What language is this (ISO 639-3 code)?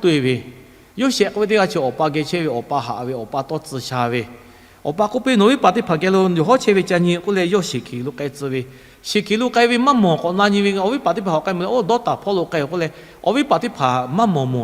lhu